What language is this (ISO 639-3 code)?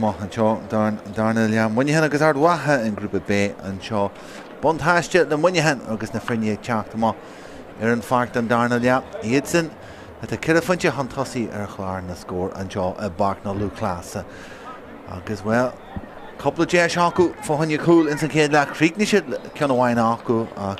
gle